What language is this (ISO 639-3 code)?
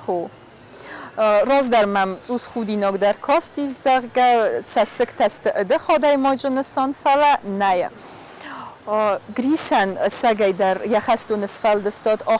oss